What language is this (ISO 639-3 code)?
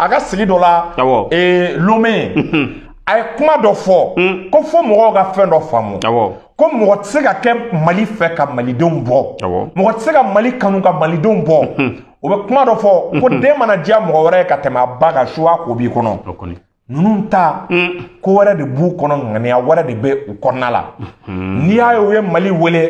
bam